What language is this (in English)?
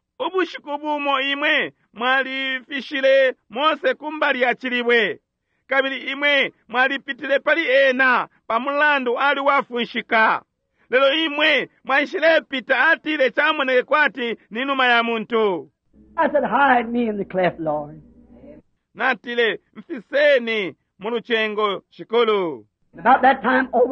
Bemba